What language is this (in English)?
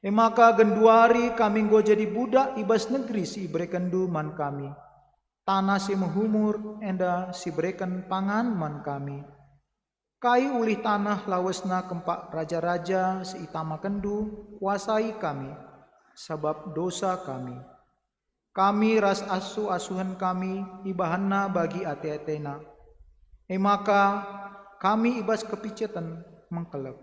Batak Karo